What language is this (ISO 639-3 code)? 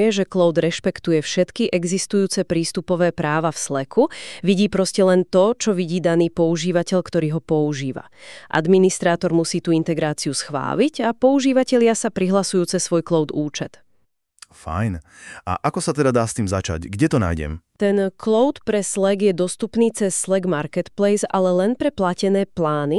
slk